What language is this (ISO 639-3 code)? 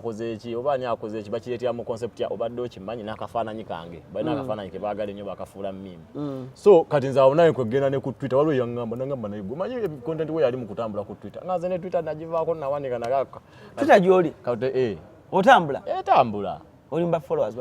lug